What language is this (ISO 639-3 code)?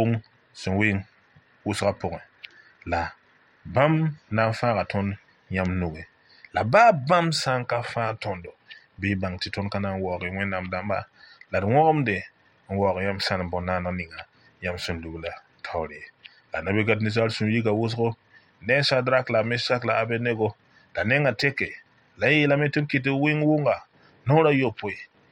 mos